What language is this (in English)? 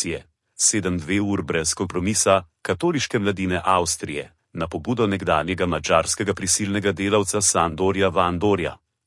Slovenian